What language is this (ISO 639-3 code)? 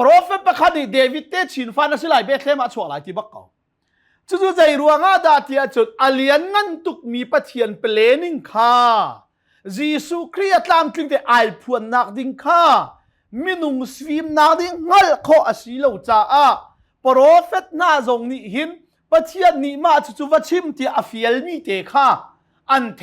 cnh